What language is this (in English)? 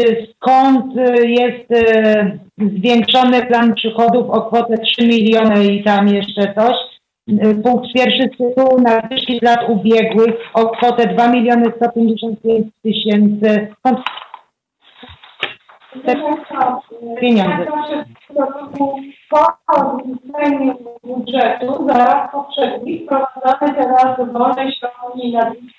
Polish